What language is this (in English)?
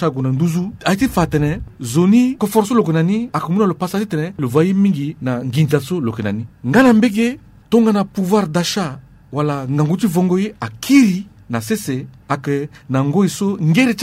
Sango